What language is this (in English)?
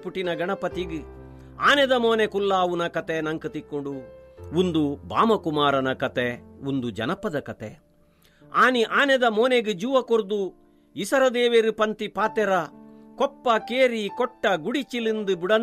Tulu